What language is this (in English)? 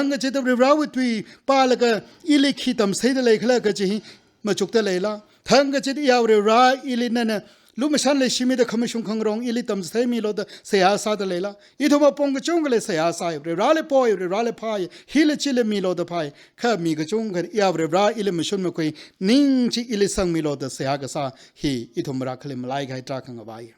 Tangkhul Naga (India)